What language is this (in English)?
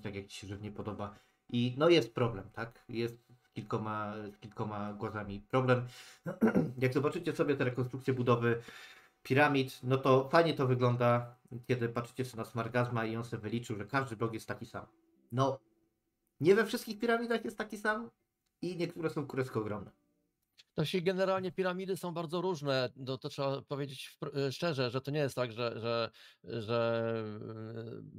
Polish